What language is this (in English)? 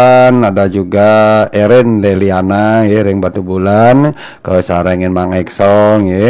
Balinese